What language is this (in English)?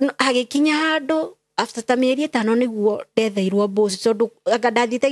Kikuyu